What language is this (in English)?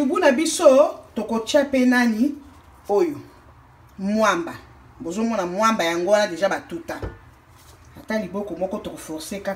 Lingala